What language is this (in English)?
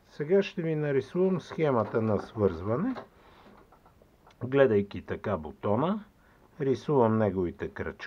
Bulgarian